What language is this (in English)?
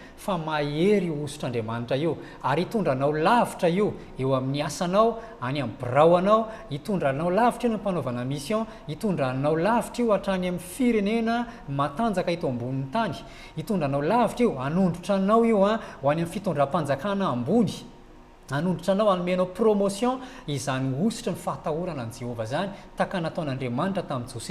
Malagasy